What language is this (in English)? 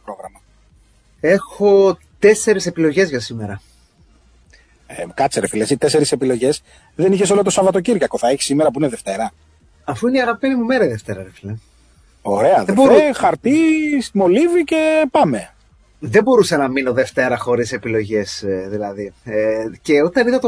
Greek